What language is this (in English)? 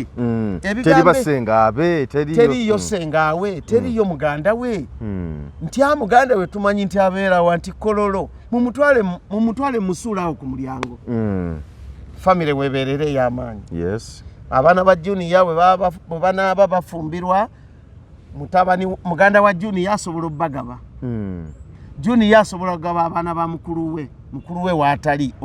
Ganda